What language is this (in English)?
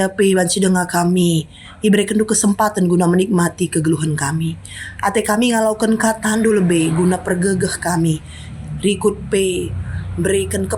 Batak Karo